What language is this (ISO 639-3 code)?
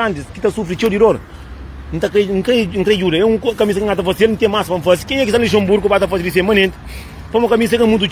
kea